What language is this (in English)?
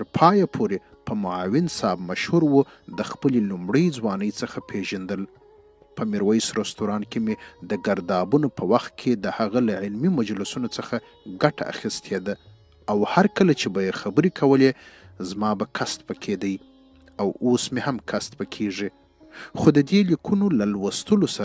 Pashto